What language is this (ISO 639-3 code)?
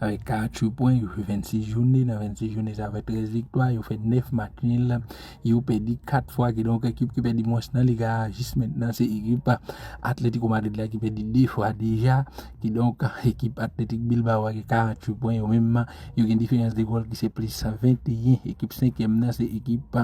hat